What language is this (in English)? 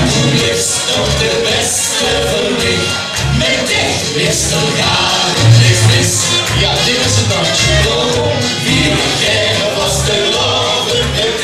Limburgish